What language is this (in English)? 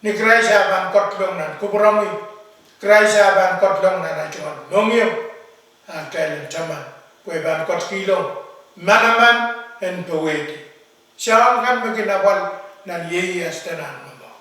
Pohnpeian